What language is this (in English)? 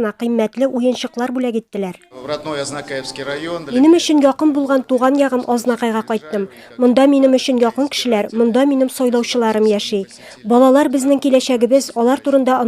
Tatar